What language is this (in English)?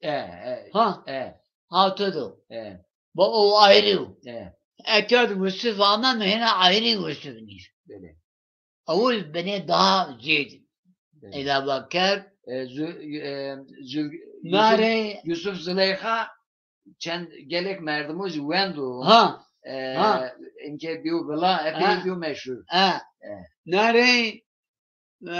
Zaza